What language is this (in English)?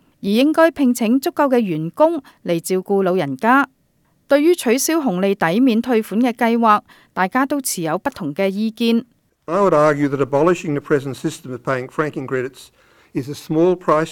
Cantonese